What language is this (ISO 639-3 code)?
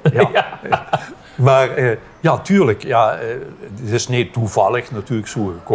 lim